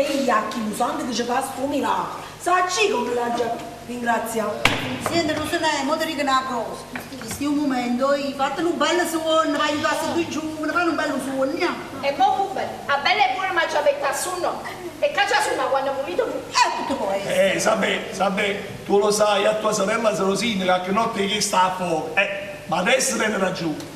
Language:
Neapolitan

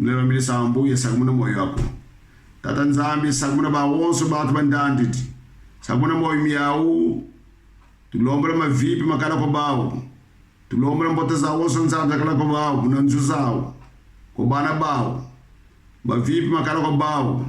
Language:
Kongo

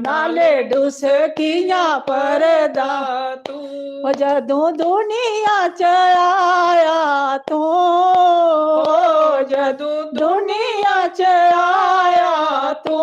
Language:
Dogri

